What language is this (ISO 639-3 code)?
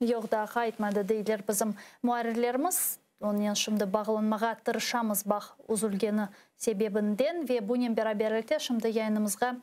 crh